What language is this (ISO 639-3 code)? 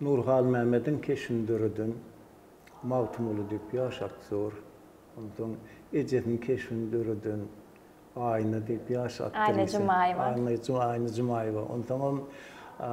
tuk